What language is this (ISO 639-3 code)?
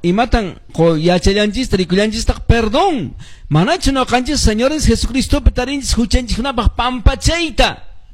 que